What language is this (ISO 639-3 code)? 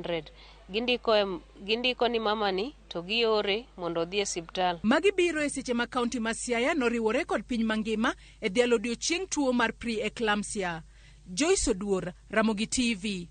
luo